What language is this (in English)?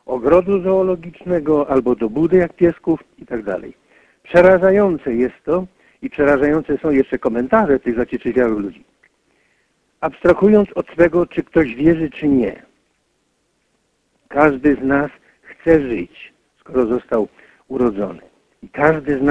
Polish